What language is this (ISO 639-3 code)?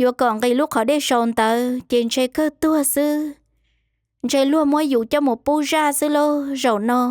hmn